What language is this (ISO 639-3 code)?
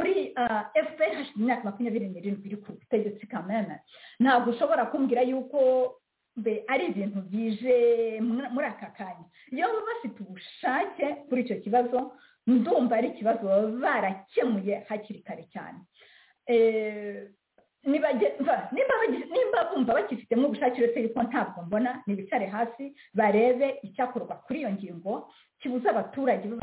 kin